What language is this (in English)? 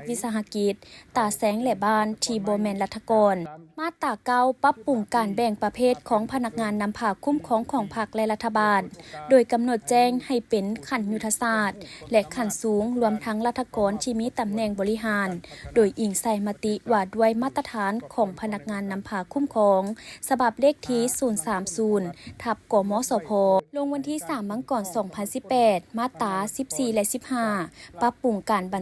Lao